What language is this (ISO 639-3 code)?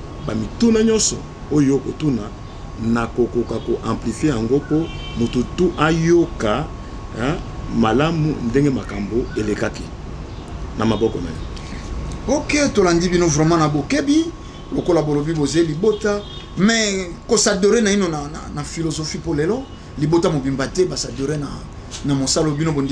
lin